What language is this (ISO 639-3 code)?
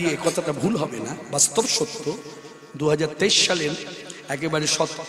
ben